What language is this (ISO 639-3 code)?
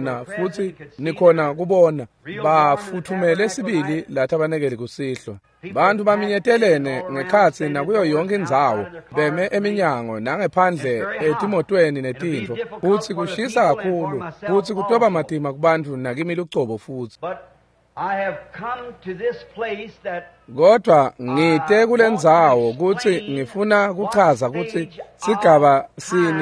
ssw